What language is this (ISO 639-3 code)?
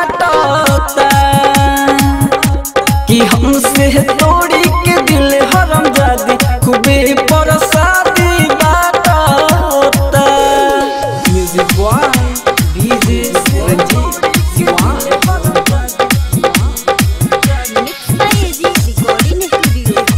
bho